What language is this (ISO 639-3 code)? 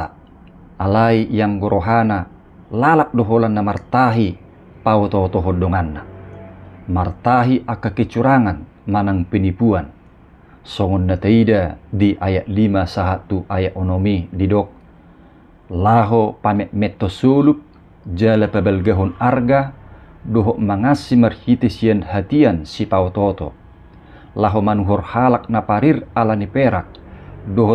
bbc